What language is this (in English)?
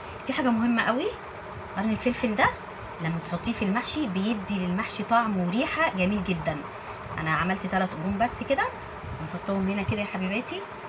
Egyptian Arabic